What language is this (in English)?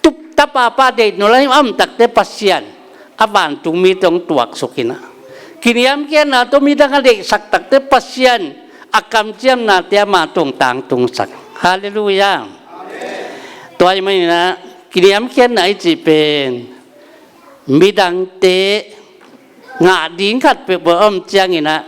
Tedim Chin